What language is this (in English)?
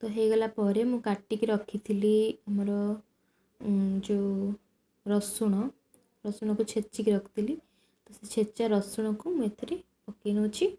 Odia